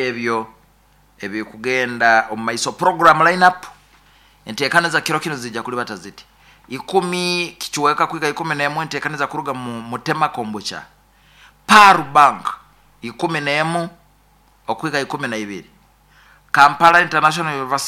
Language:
Nyoro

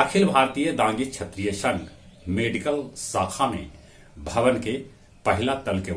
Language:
Magahi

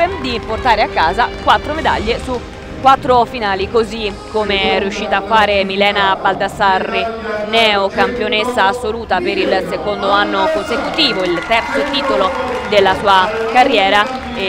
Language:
Italian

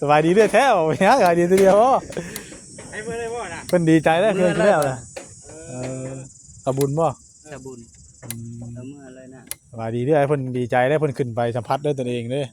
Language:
Northeastern Thai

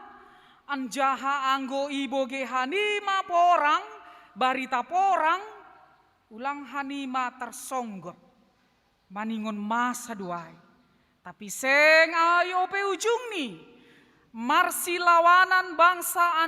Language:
Batak Simalungun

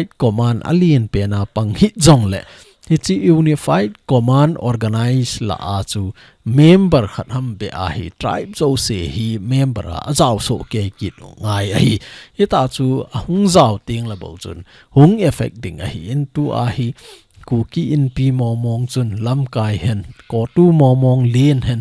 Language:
Thado Chin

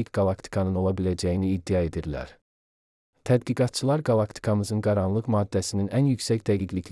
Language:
Azerbaijani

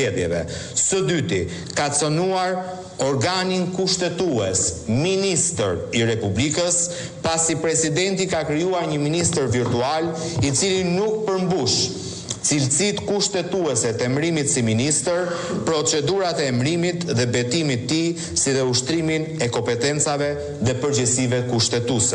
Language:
Albanian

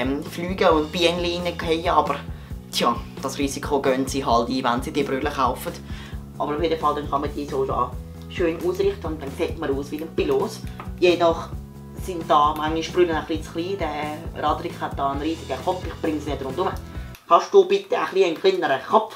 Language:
Swiss German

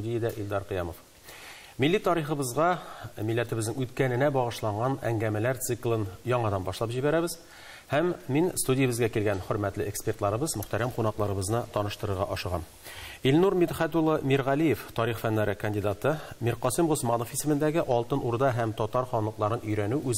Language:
Tatar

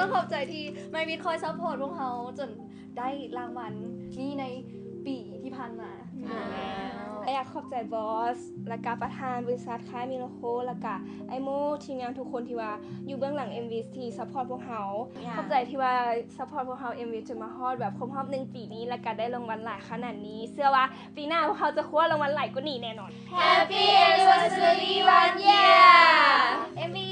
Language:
Lao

